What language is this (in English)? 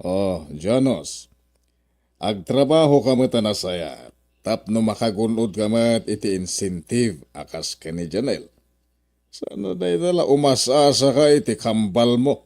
Iloko